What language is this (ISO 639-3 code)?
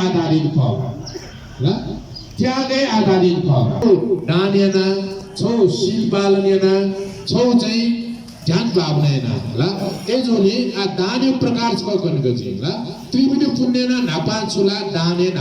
new